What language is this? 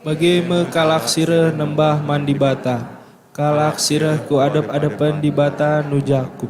Batak Karo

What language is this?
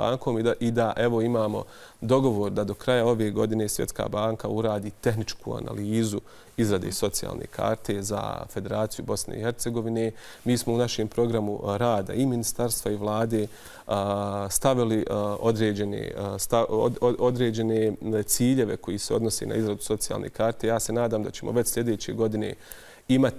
Bosnian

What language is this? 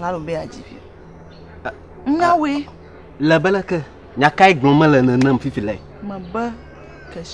Ewe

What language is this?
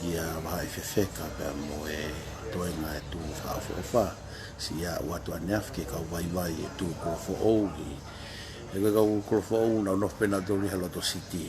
Tongan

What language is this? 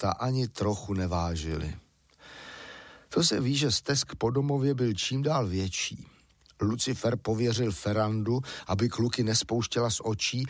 Czech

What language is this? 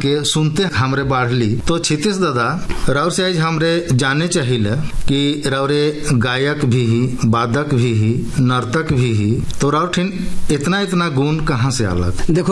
Bhojpuri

